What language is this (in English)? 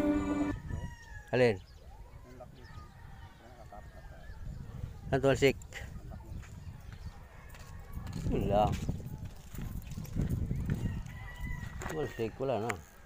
Filipino